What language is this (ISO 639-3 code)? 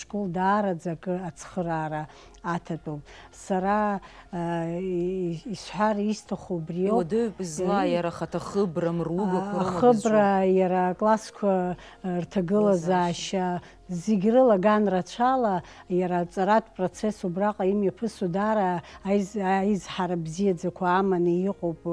abk